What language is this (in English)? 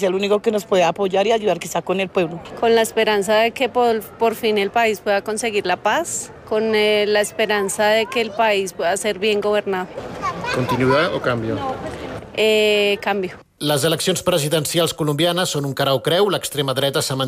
Catalan